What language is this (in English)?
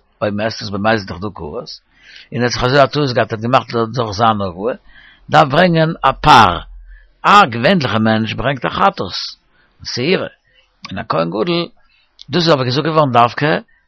Yiddish